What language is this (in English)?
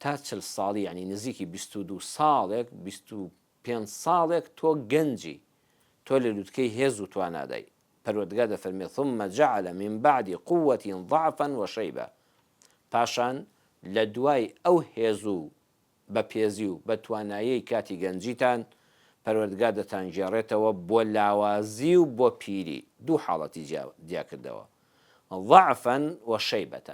Central Kurdish